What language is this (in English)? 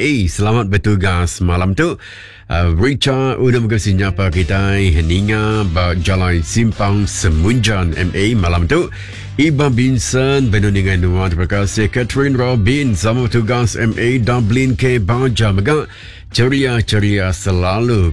Iban